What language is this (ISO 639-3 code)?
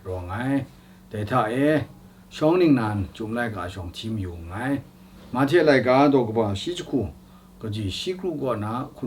kac